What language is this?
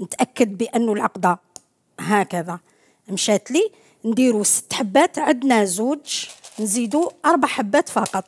Algerian Arabic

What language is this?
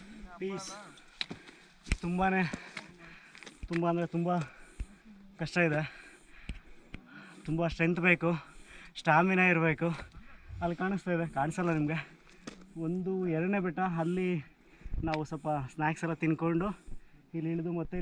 Kannada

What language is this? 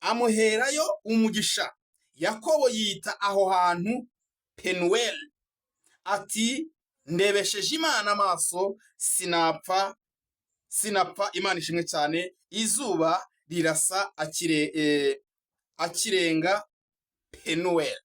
Kinyarwanda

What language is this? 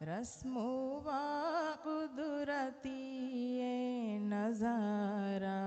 Divehi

